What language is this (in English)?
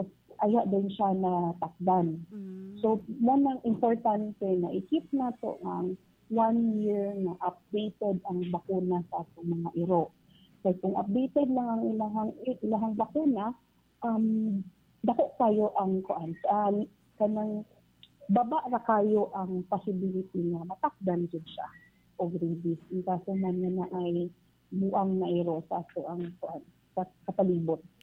Cebuano